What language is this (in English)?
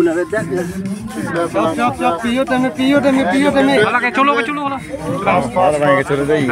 Karbi